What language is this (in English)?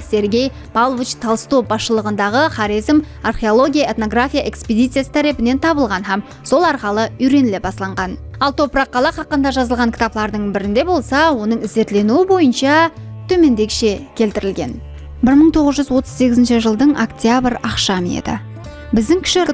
Kara-Kalpak